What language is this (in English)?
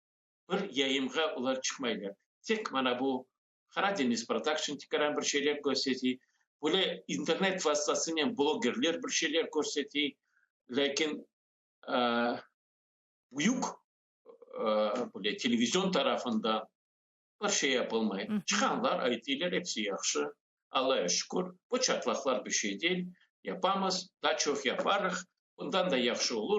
Crimean Tatar